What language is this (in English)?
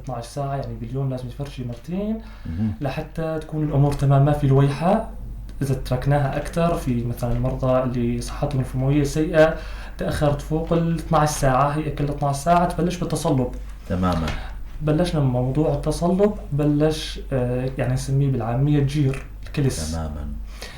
North Levantine Arabic